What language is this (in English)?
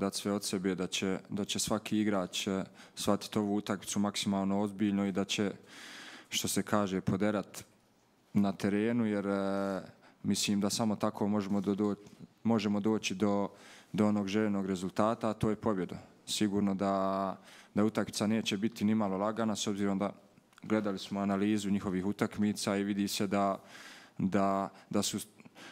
Bosnian